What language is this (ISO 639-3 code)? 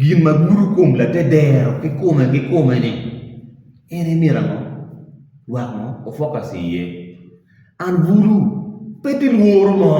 ach